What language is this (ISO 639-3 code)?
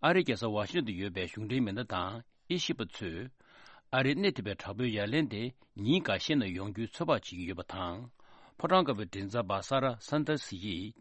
bod